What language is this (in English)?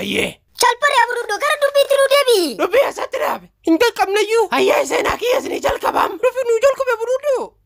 Oromo